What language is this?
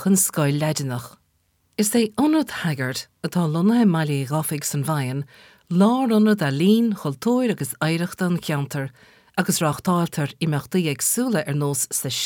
Irish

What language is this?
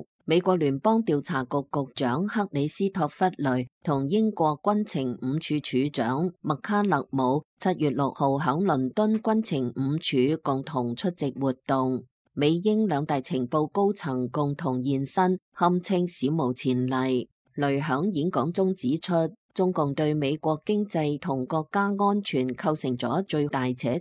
Cantonese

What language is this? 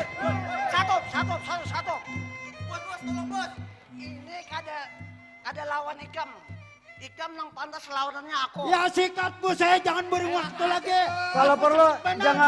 Banjar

